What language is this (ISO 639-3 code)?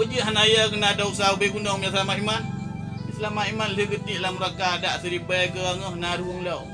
ace